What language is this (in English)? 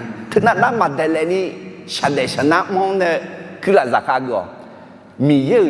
Akha